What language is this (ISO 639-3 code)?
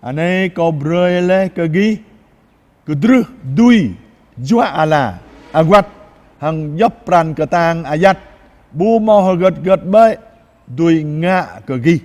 jra